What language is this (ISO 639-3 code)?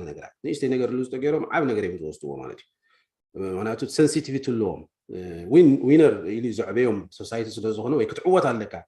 tir